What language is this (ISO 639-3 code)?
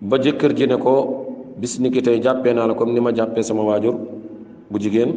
wol